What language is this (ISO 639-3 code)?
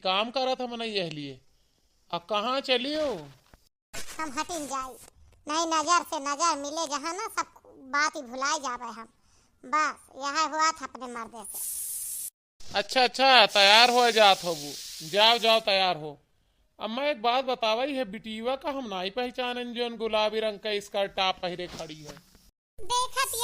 awa